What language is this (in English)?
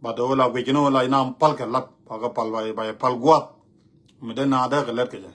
Nuer